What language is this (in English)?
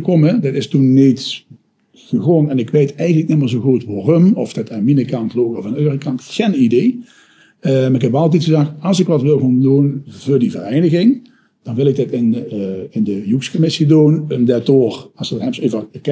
Limburgish